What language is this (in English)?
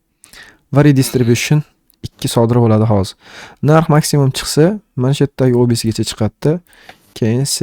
Uzbek